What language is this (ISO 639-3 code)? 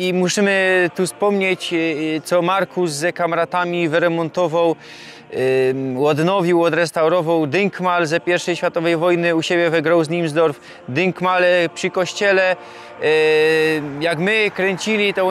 szl